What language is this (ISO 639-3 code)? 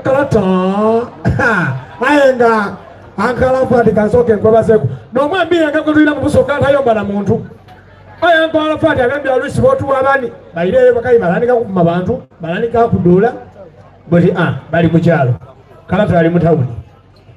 xog